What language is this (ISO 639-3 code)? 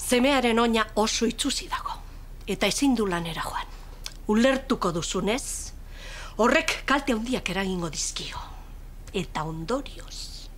eus